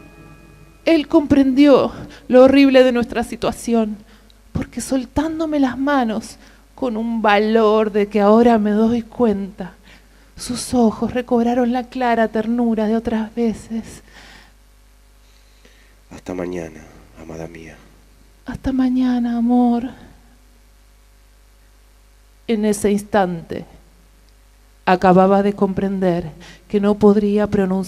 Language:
Spanish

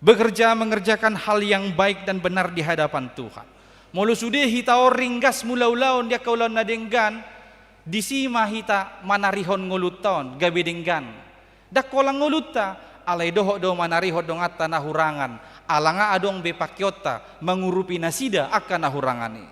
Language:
Batak Toba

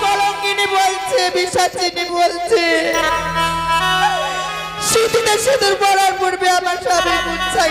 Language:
Bangla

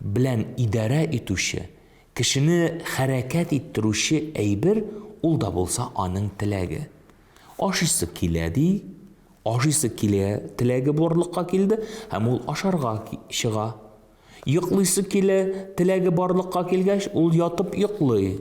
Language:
Tatar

